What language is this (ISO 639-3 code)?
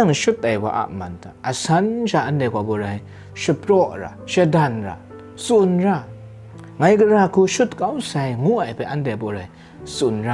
kac